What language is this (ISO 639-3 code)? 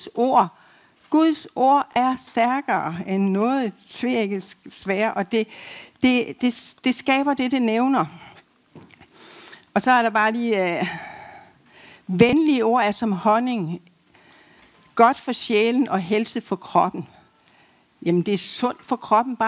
dan